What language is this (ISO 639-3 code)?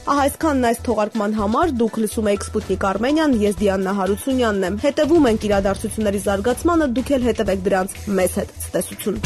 hye